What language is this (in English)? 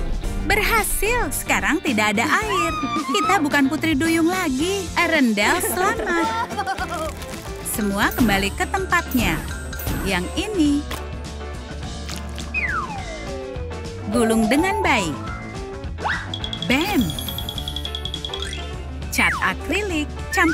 Indonesian